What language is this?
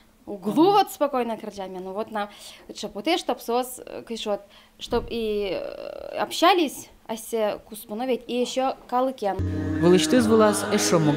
Udmurt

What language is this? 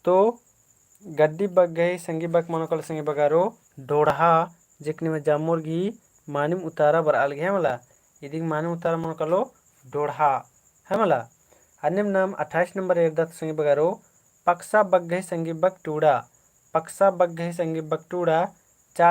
Kurukh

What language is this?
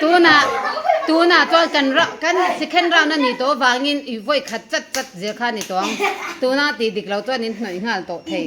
Mizo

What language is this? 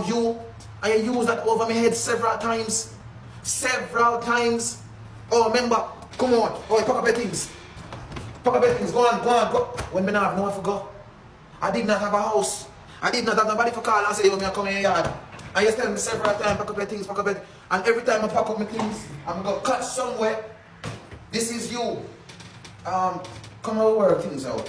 Jamaican Creole English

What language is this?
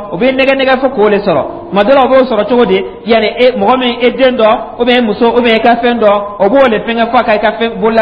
Dyula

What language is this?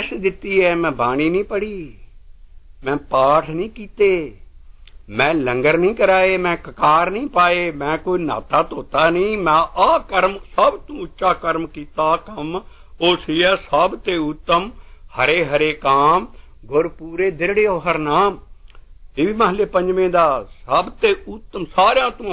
Punjabi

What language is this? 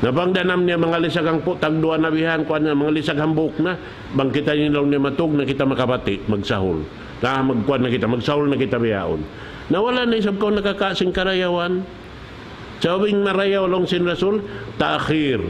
Tausug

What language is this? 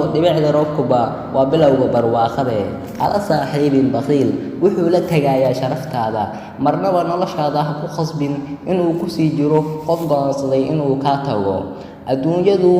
Somali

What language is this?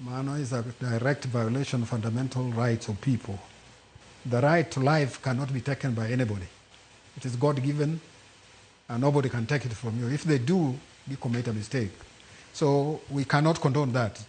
Luo (Kenya and Tanzania)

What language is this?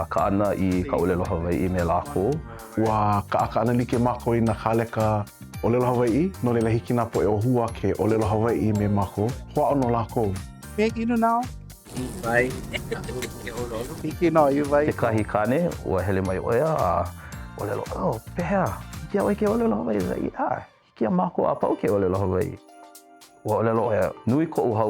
Hawaiian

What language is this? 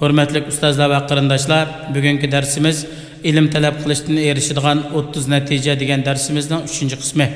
Uyghur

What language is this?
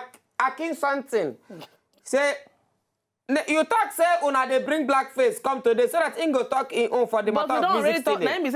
Nigerian Pidgin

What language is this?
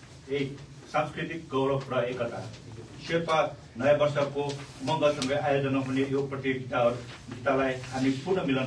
Nepali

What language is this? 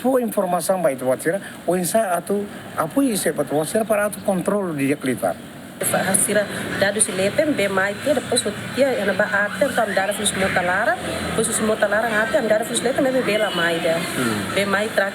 Tetum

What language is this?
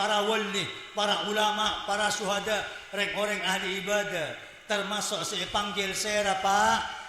Madurese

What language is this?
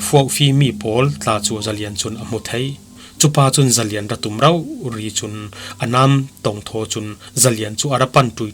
Falam Chin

